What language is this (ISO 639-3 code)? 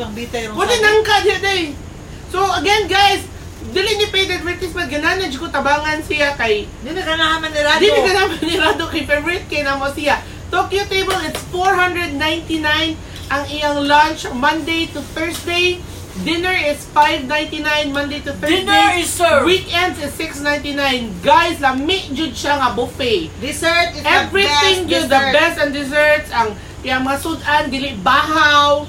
ceb